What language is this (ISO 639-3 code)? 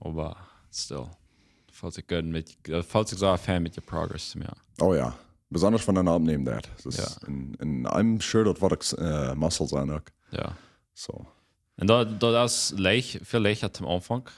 pdt